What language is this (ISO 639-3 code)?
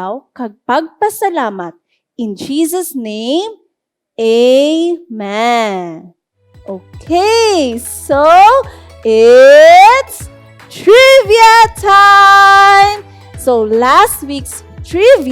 hil